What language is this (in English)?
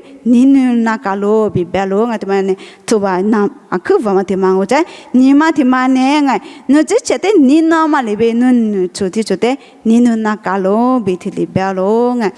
Lisu